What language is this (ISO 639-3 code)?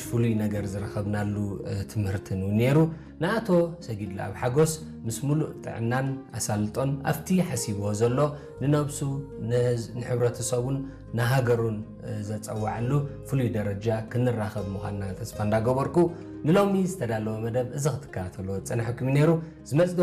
tir